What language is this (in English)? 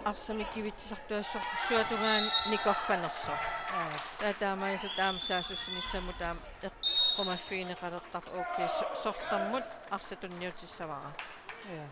Kalaallisut